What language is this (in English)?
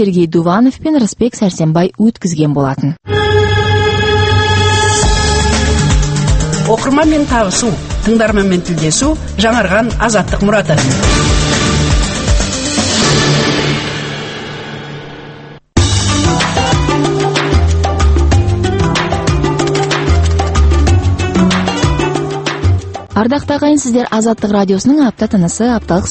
Kazakh